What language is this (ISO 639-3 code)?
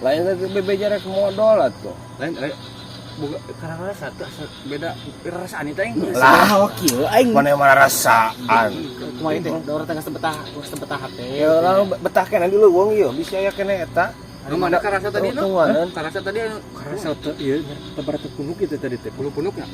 sun